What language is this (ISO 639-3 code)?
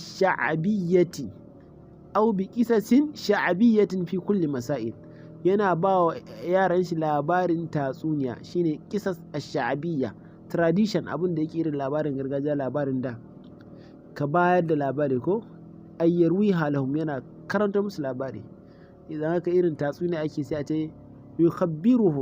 hau